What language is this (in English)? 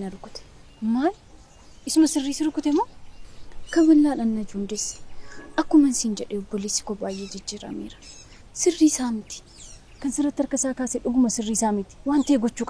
Oromo